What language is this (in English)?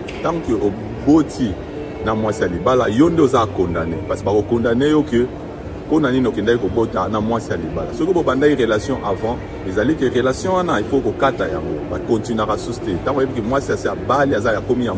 Lingala